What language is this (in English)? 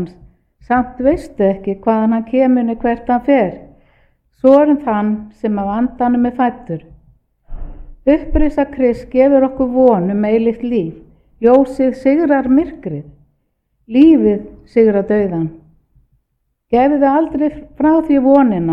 Icelandic